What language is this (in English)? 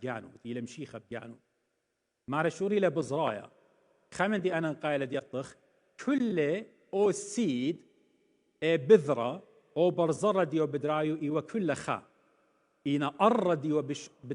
Assyrian Neo-Aramaic